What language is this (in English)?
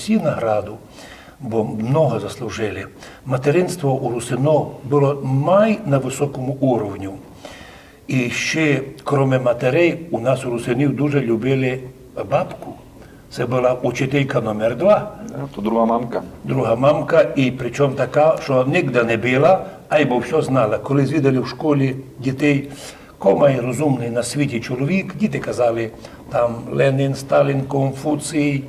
Rusyn